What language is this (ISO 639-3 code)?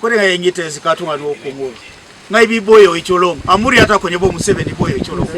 teo